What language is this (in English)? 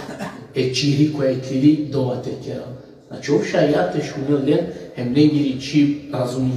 Balkan Romani